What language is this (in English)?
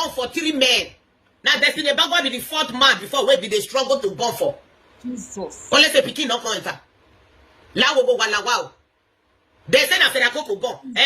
Nigerian Pidgin